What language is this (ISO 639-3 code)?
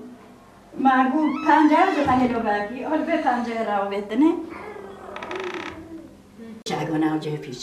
kur